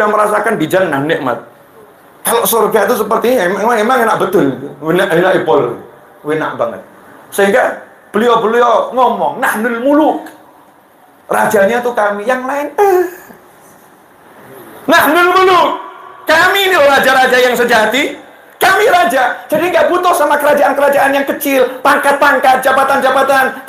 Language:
Indonesian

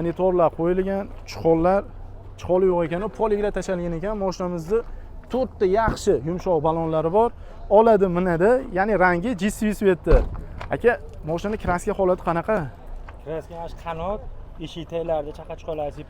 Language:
Uzbek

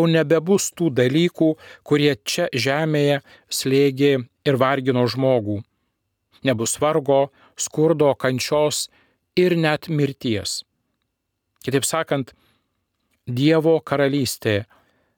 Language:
Lithuanian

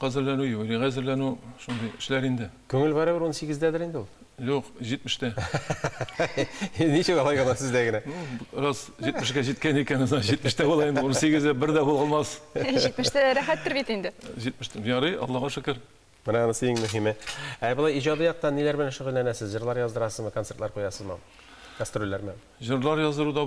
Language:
Tatar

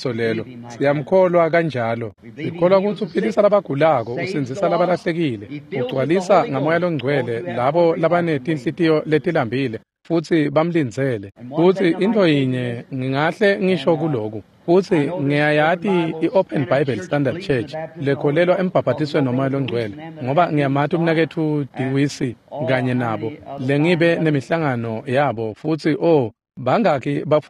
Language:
Swati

